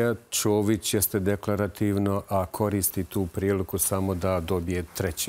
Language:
Bosnian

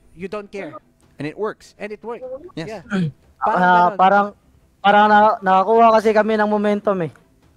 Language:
Filipino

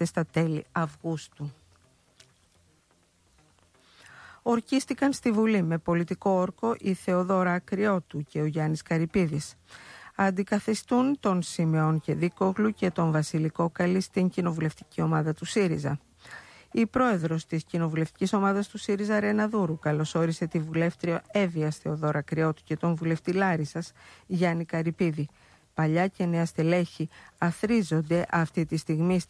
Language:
Greek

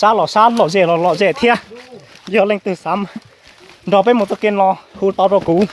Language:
Hmong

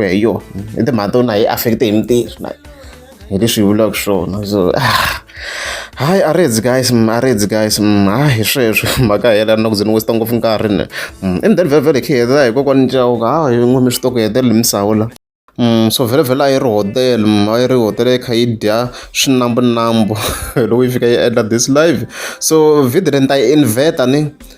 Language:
Tsonga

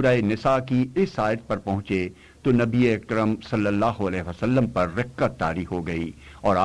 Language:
Urdu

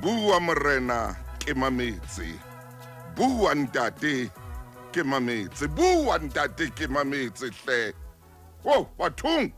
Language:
Southern Sotho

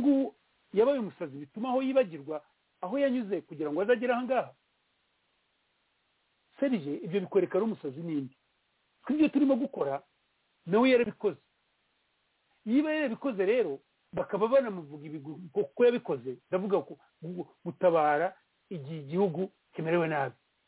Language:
Kinyarwanda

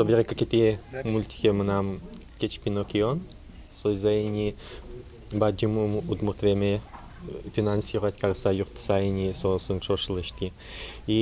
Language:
Udmurt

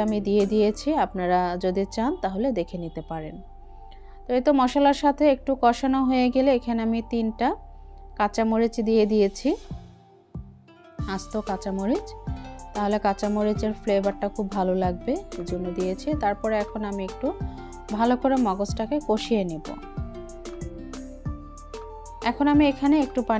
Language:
Bangla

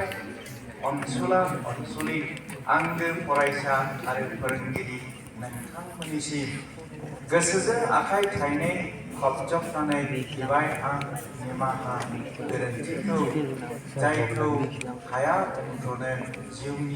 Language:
Bodo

